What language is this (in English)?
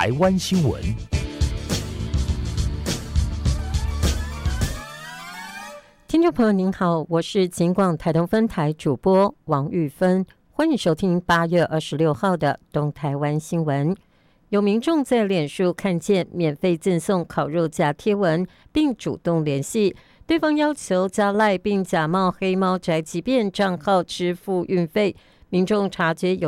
Chinese